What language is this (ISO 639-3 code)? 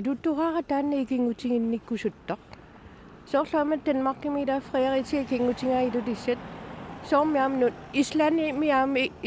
kal